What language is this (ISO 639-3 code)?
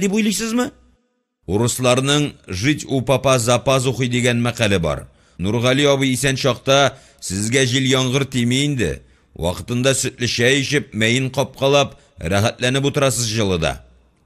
tat